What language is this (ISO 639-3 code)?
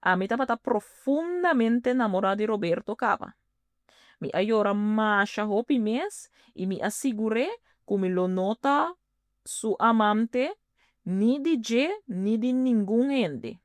pap